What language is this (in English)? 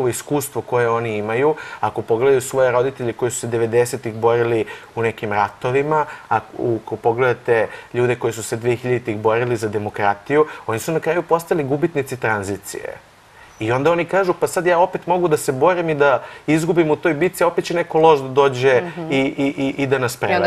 Serbian